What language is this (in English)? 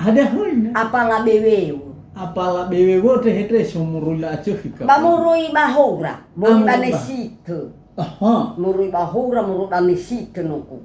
Nias